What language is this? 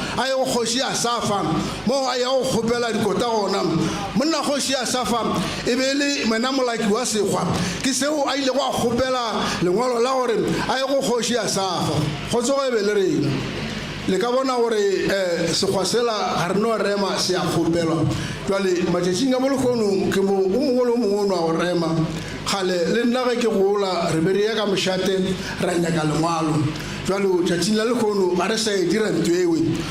Northern Sotho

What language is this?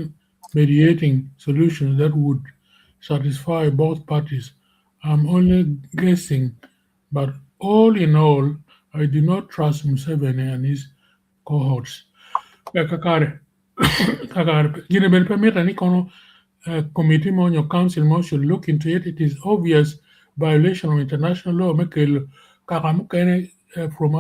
Acoli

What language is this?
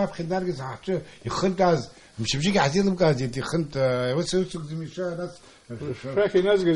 Abkhazian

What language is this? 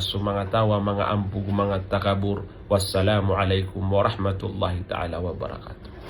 Maranao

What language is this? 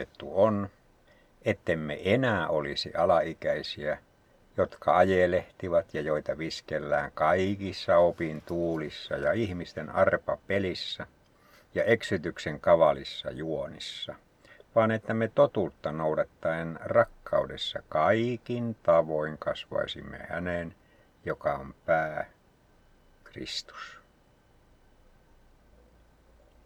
Finnish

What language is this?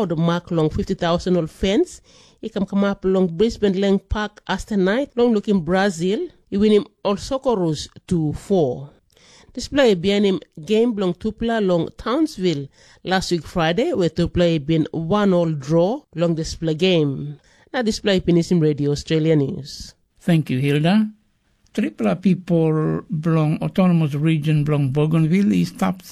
Tok Pisin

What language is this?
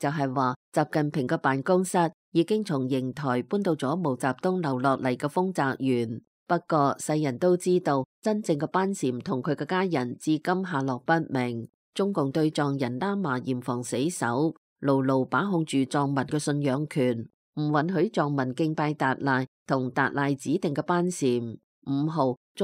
Cantonese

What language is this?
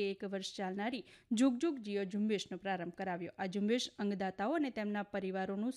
Gujarati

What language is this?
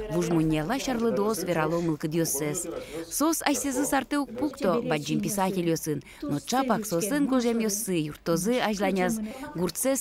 Udmurt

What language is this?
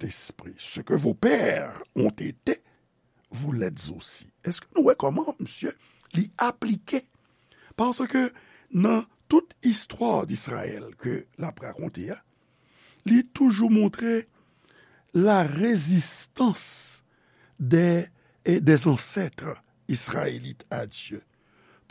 Haitian Creole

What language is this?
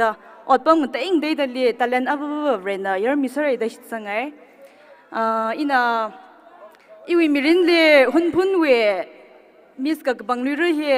Tangkhul Naga (India)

